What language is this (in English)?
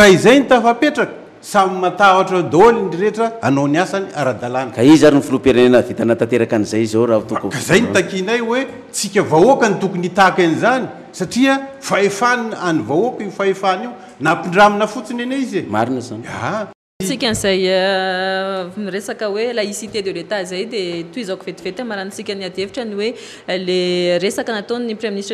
Malagasy